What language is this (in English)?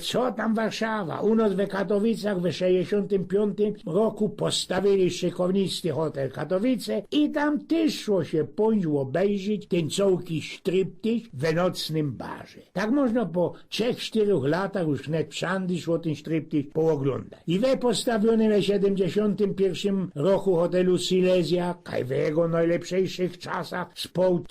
Silesian